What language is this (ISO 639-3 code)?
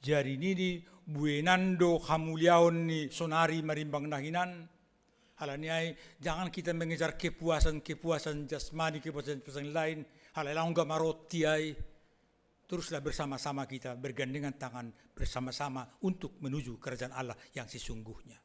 bts